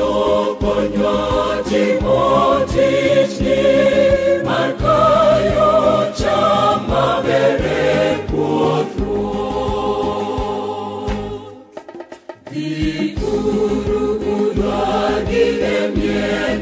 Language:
Luo (Kenya and Tanzania)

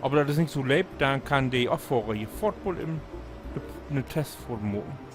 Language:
Low German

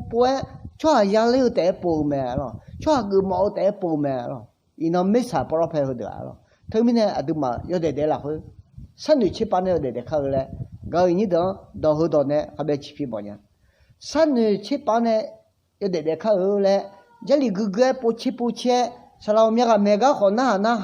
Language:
Akha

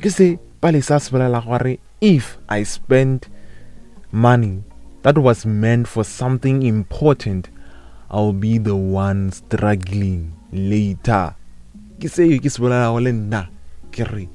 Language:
Northern Sotho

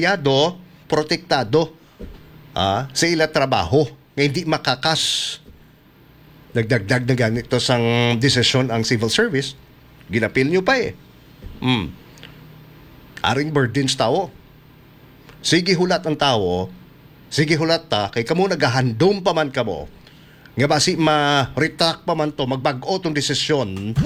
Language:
Hiligaynon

